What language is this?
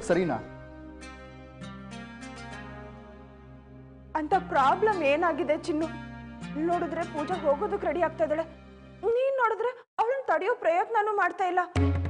Kannada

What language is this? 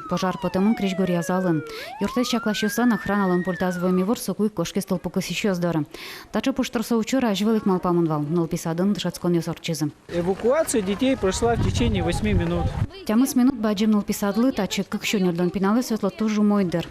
Udmurt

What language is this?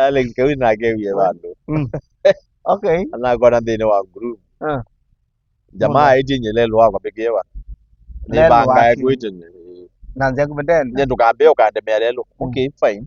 Kamba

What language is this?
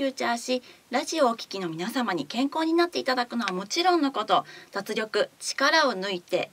Japanese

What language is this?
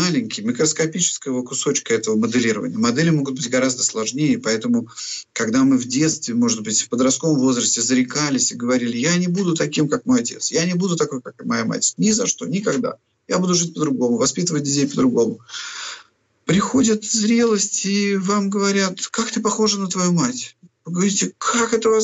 Russian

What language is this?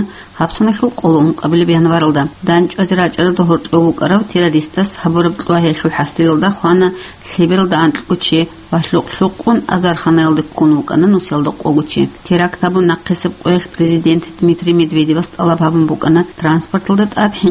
Avaric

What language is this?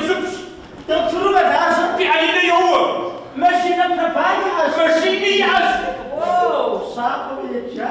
Kabardian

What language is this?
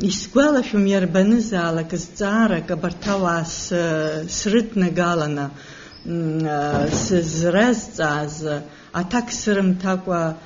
Abkhazian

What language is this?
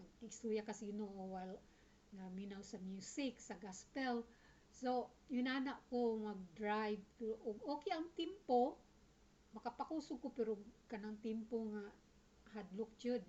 Cebuano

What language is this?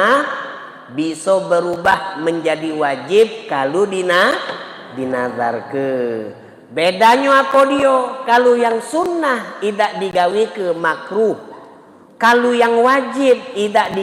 Musi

